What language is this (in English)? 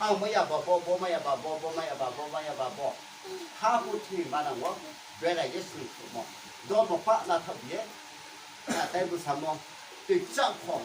Riang (India)